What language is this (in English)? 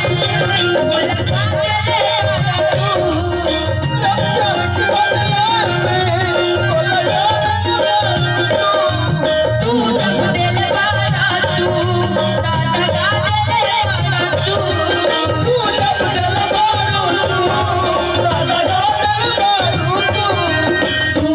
Bhojpuri